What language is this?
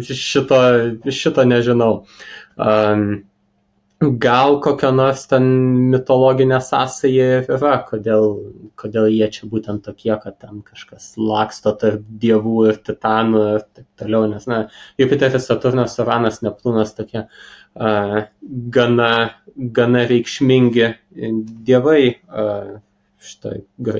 Lithuanian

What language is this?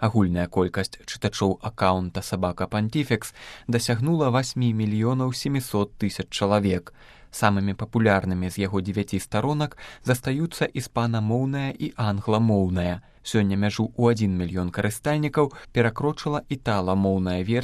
Belarusian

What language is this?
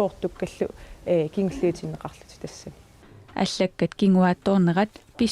Kalaallisut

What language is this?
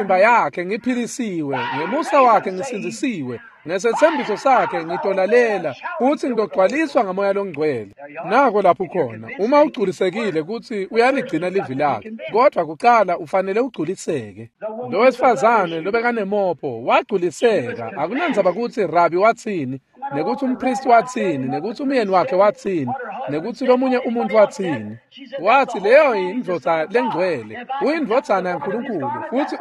Swati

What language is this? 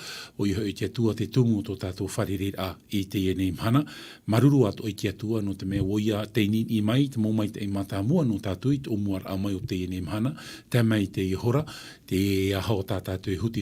Tahitian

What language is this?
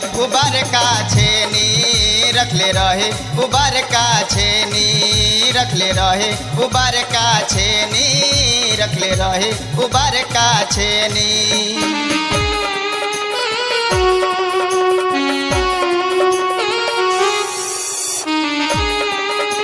Bhojpuri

